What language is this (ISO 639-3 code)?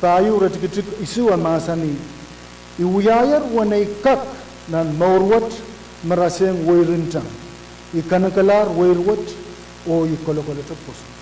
pon